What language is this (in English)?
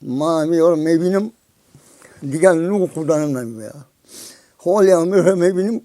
Tajik